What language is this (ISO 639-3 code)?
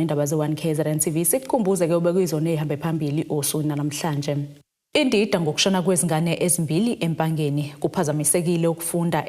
zul